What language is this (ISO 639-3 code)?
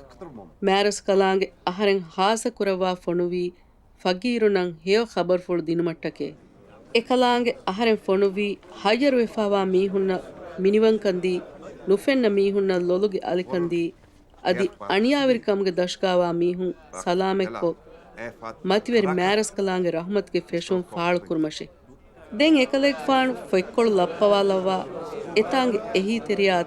div